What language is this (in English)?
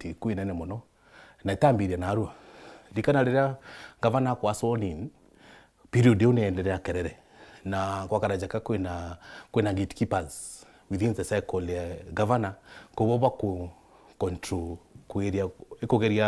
Meru